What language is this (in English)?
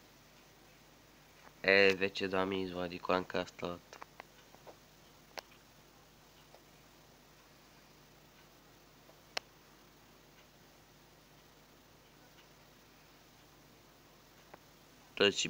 Bulgarian